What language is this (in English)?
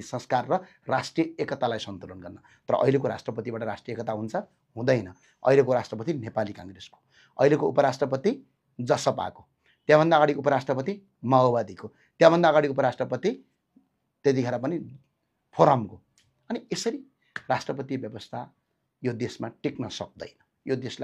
Nepali